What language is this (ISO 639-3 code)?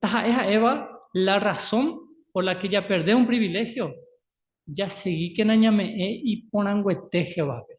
grn